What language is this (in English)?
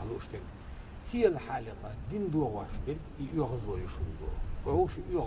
Chechen